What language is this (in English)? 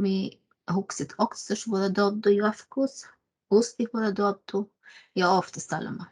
Northern Sami